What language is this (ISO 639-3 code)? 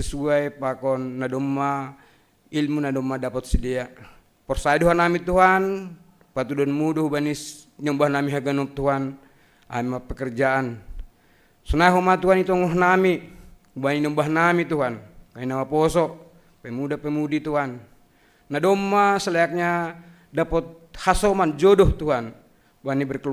bts